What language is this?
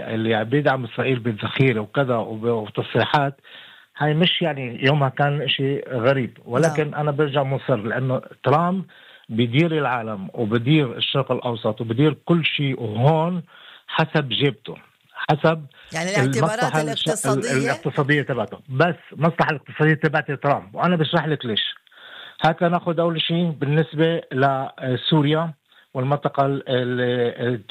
North Levantine Arabic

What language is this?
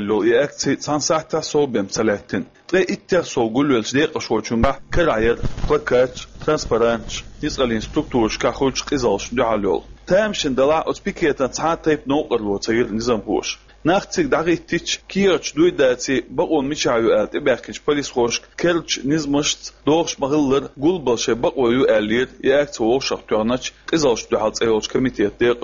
Chechen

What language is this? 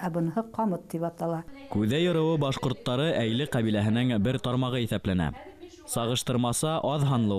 Bashkir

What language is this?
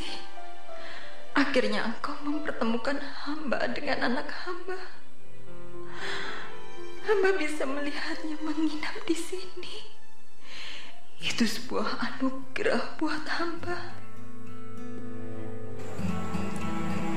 Indonesian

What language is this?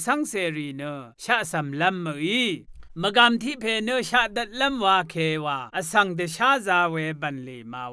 Rawang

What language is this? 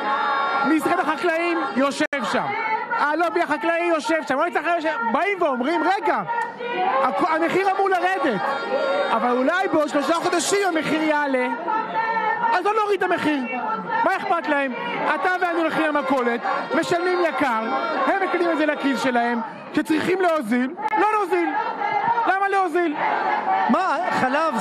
Hebrew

